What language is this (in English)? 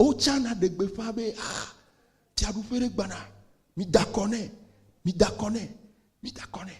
Ewe